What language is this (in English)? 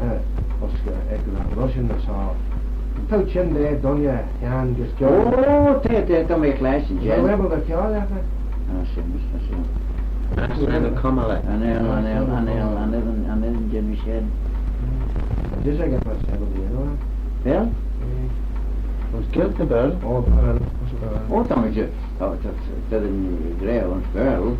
Manx